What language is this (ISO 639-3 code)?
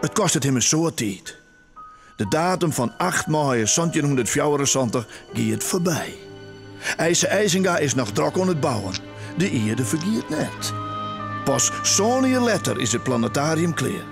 fry